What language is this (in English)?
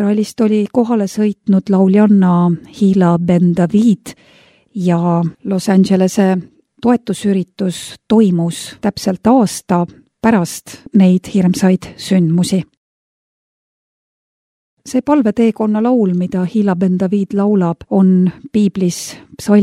Estonian